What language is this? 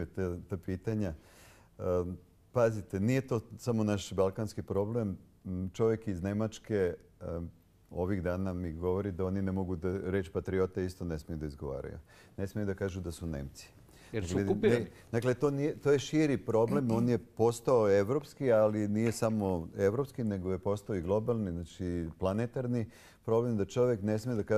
Serbian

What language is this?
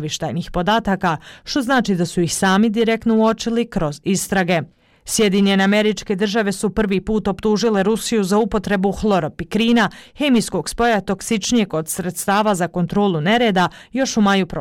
Bosnian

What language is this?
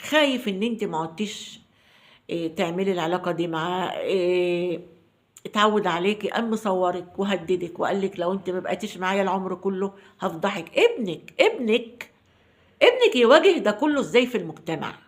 Egyptian Arabic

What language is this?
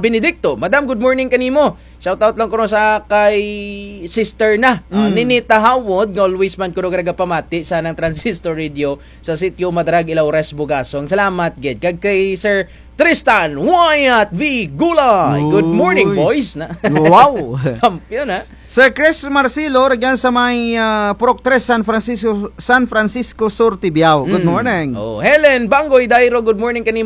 Kinaray-a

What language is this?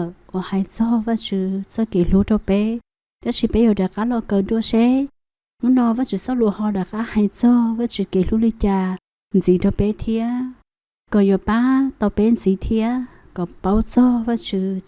Hmong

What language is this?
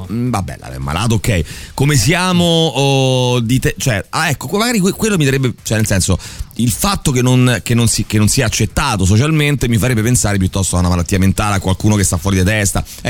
Italian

